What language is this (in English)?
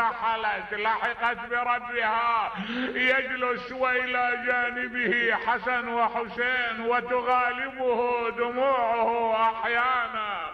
Mesopotamian Arabic